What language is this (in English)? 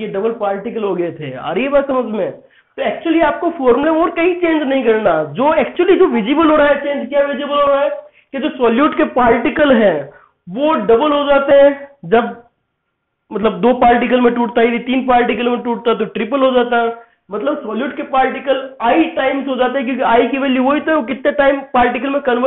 Hindi